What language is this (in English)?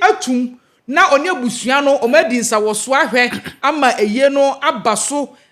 Akan